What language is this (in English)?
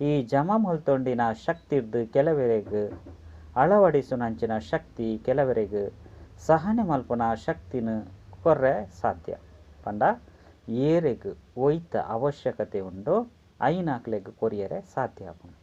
Tulu